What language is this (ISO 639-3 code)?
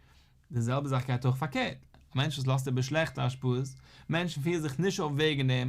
yid